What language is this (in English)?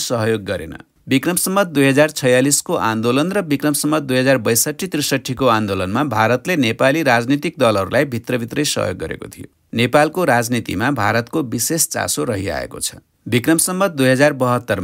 Nepali